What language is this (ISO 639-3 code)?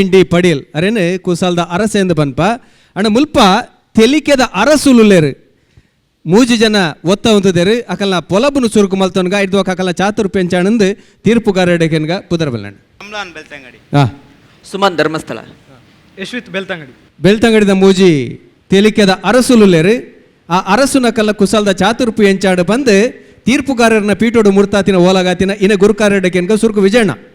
tcy